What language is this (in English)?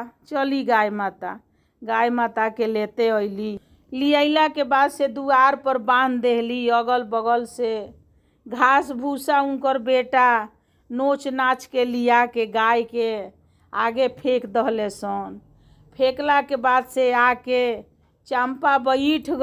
Bhojpuri